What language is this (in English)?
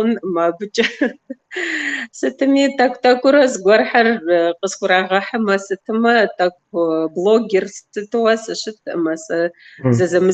Kabardian